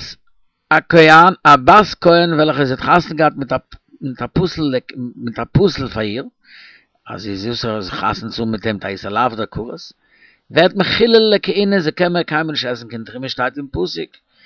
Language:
Yiddish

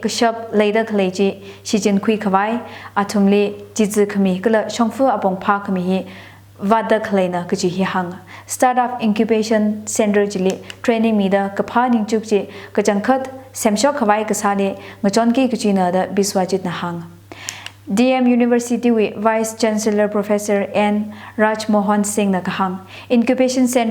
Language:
Tangkhul Naga (India)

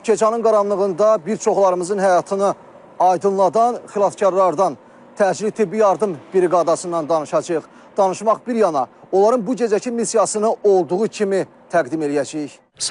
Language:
Azerbaijani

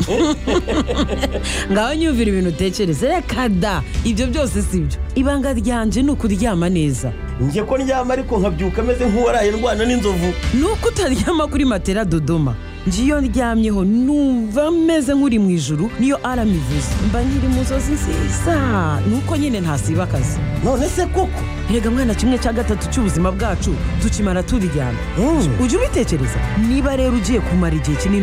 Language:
Kinyarwanda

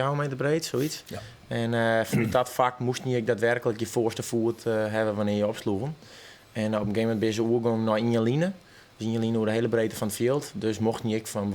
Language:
Western Frisian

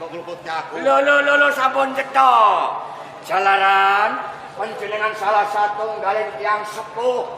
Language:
Javanese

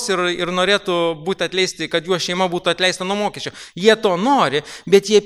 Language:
Lithuanian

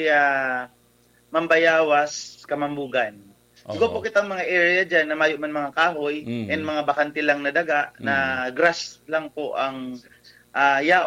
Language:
Bikol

